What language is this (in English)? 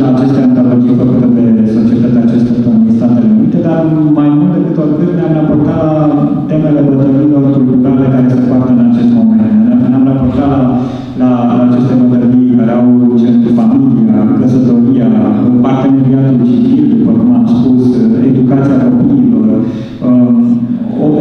Romanian